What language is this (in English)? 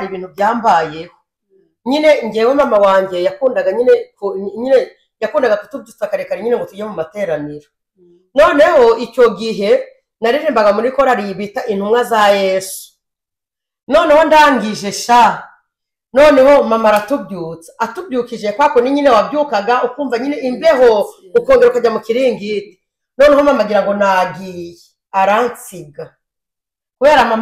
Kinyarwanda